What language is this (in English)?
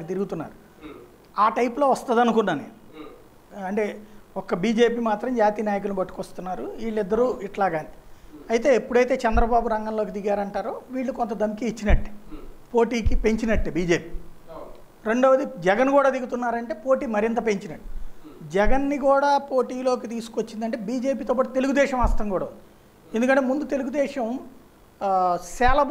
Telugu